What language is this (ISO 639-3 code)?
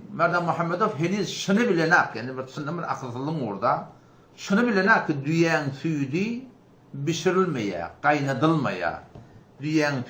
tuk